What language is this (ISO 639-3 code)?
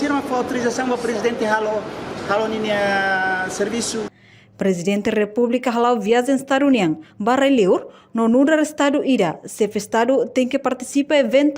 tet